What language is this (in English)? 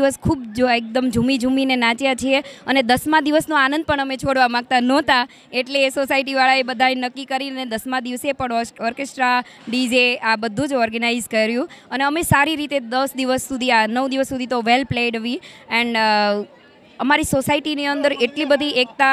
Gujarati